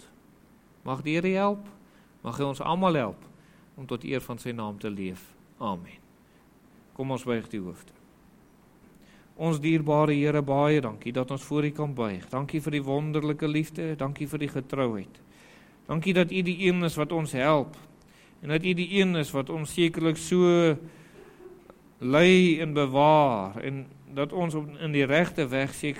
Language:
Afrikaans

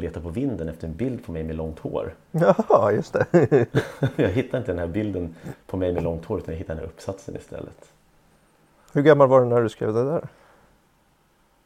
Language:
Swedish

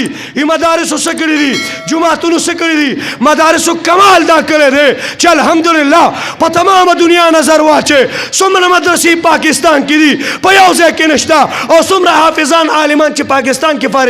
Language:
Pashto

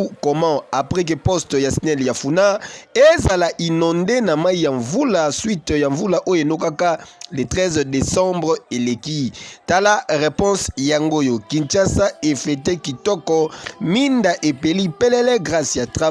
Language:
Lingala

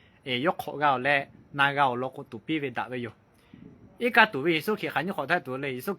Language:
Lahu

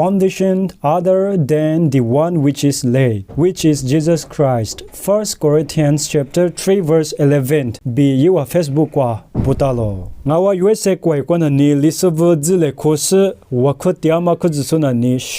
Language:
Lisu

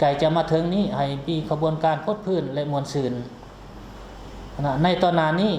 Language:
Lao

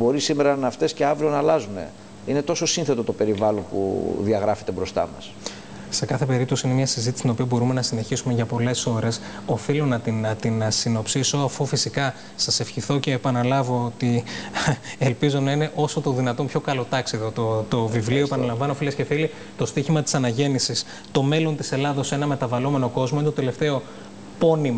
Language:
Greek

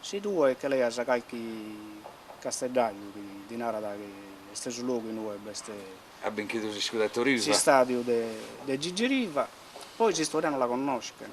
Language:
Sardinian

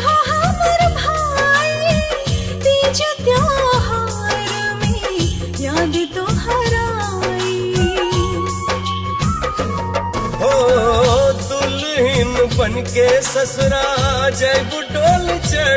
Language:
Bhojpuri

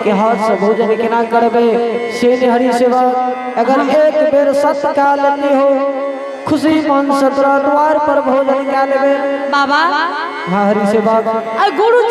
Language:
Angika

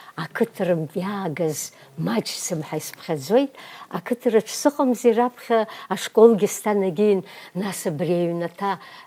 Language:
Abkhazian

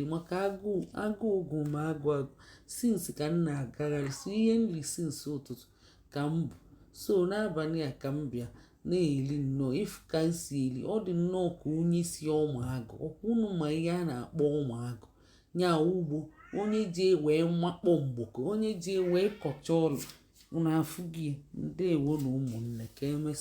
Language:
Igbo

